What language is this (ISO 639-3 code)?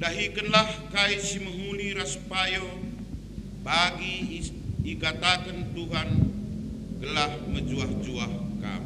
btx